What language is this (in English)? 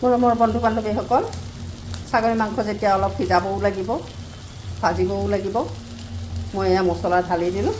Assamese